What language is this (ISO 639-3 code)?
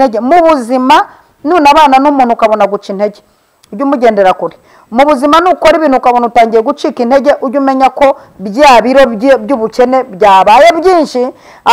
kin